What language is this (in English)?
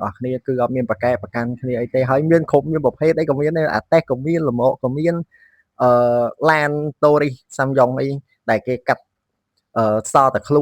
Khmer